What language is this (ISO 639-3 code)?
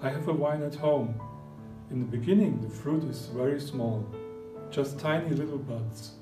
bts